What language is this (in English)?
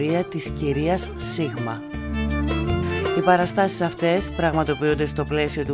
Greek